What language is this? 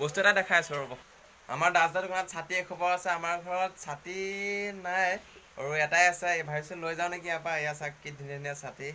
Assamese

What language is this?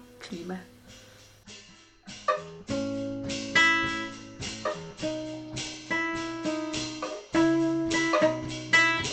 Danish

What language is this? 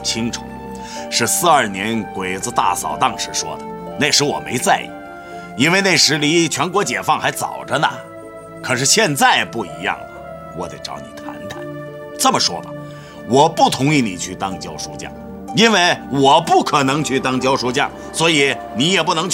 Chinese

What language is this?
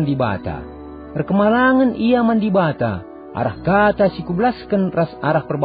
Batak Karo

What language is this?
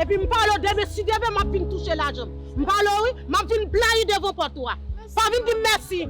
Haitian Creole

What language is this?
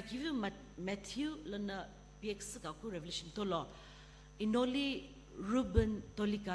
Sumi Naga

